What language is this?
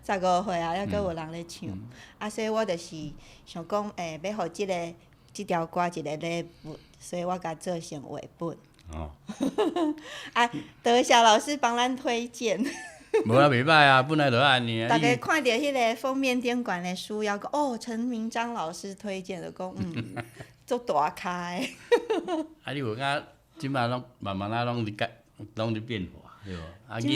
Min Nan Chinese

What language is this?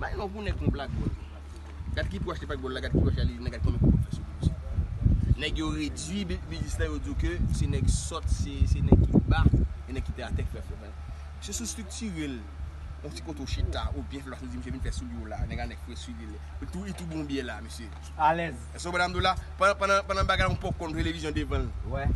Haitian Creole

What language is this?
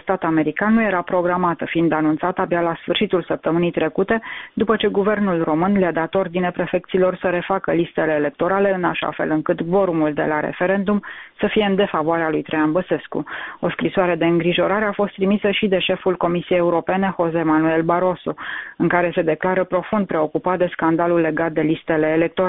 Romanian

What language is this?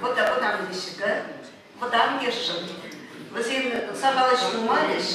Chuvash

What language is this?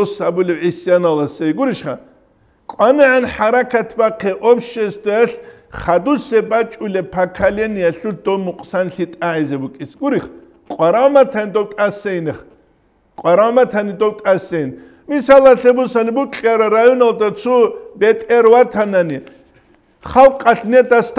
Avaric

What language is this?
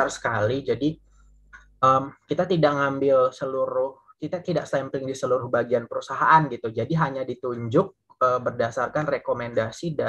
Indonesian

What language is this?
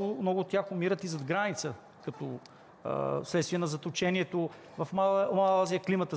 Bulgarian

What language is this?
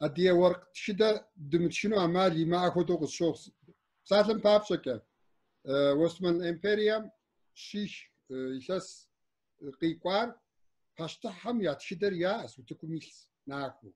Kabardian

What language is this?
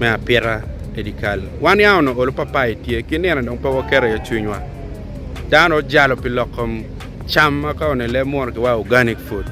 Acoli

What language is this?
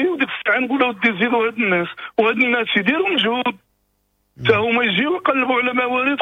Moroccan Arabic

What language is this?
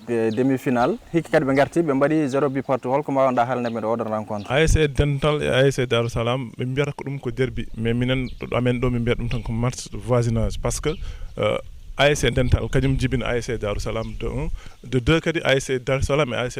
Fula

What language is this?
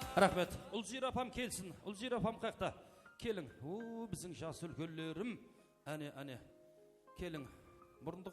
Kara-Kalpak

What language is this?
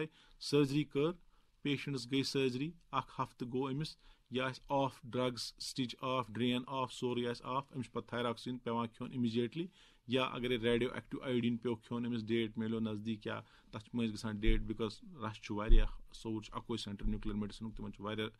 Kashmiri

